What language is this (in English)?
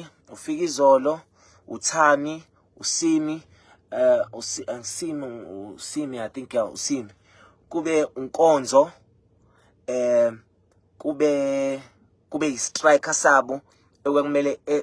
Zulu